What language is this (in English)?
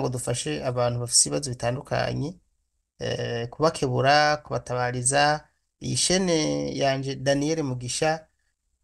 Rundi